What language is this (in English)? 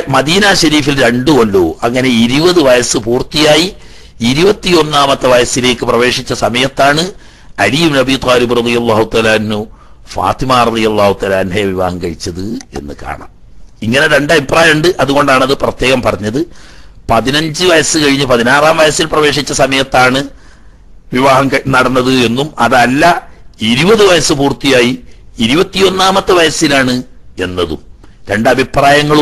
Malayalam